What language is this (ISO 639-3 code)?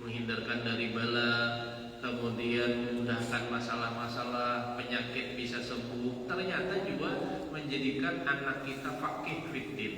bjn